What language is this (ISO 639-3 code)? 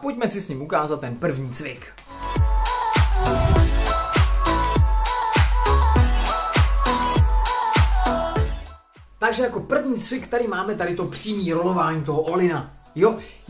ces